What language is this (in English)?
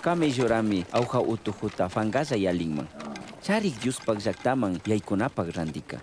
Chimborazo Highland Quichua